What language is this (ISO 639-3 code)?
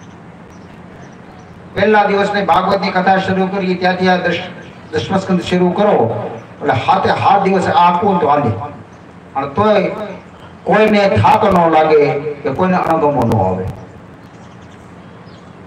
guj